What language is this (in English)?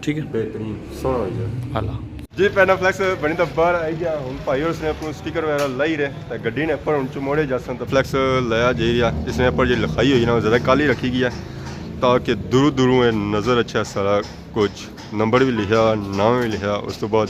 Pahari-Potwari